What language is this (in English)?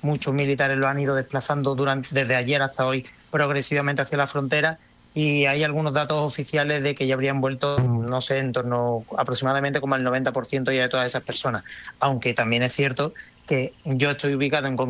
Spanish